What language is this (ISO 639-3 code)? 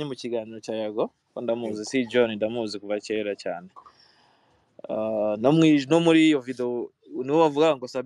kin